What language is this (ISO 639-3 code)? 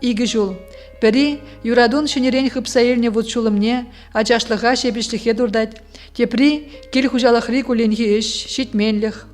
chv